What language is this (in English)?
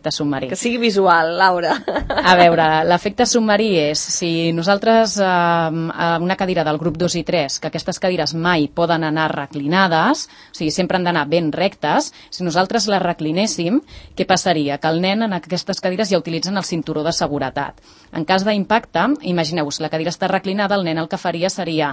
Catalan